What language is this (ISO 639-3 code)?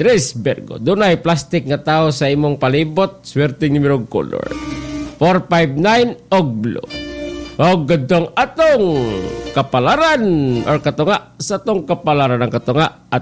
ceb